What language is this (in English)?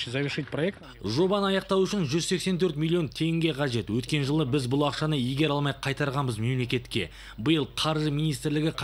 Kazakh